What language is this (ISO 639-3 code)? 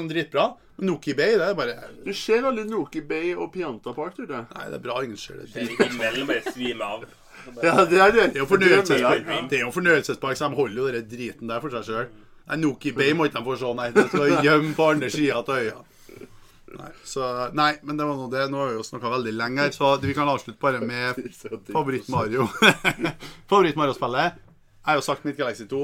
nor